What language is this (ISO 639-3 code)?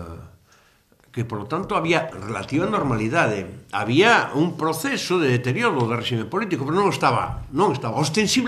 glg